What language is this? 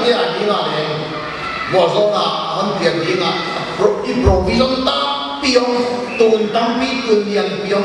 Paite Chin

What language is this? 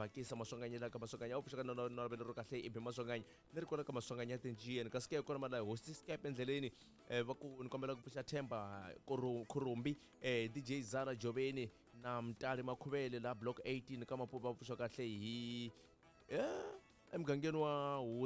Tsonga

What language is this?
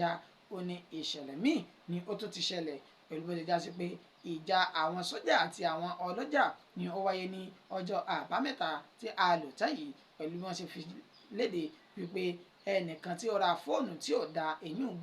Yoruba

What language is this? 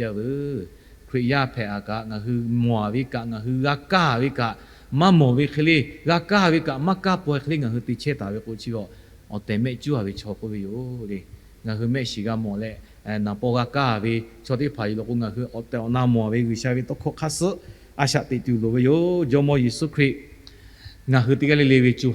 Lahu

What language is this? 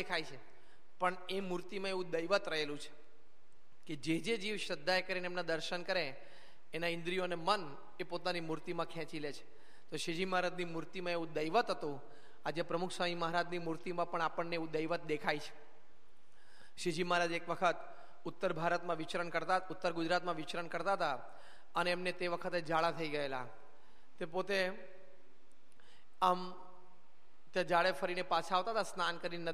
Gujarati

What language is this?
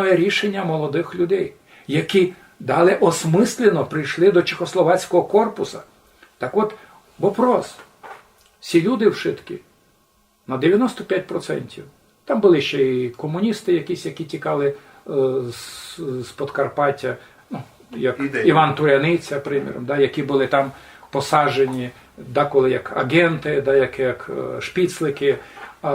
Rusyn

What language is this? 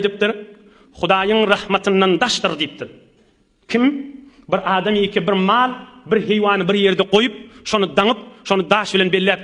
Turkmen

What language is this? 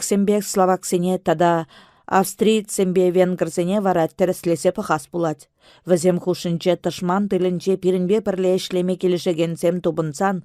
Chuvash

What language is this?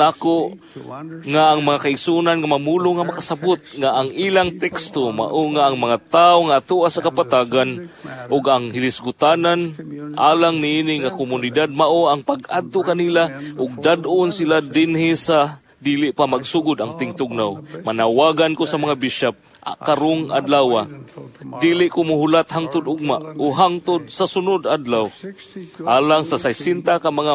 Cebuano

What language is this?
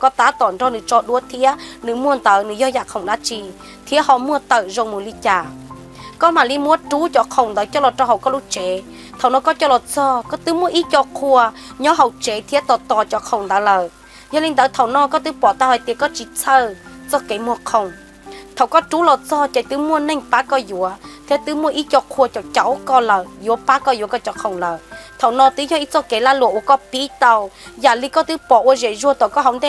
Hmong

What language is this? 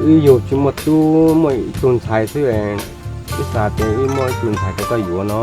Hmong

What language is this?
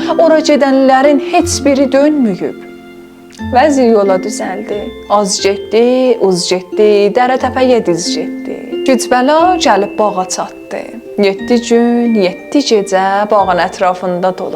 South Azerbaijani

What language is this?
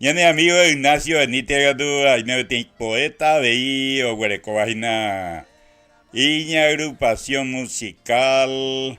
Guarani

